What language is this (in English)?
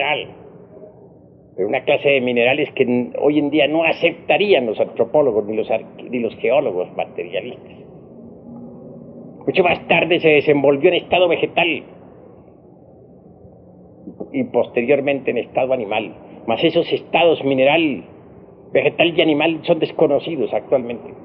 Spanish